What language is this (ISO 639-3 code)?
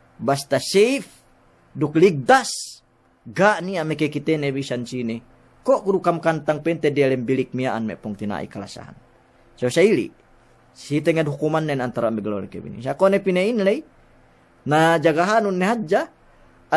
yka